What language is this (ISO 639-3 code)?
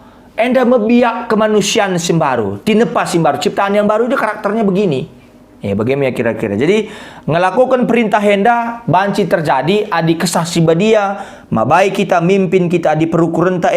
btx